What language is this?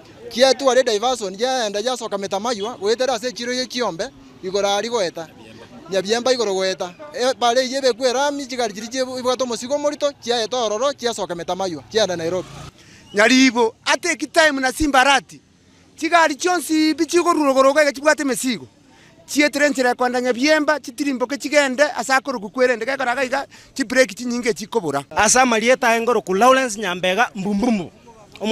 Gusii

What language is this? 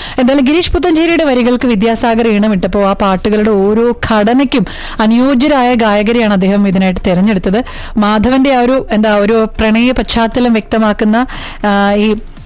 Malayalam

